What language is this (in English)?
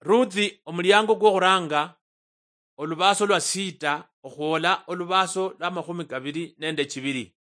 Luyia